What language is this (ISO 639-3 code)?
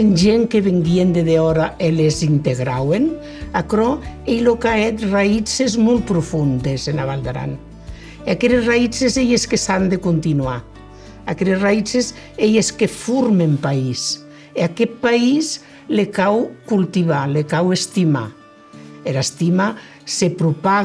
oci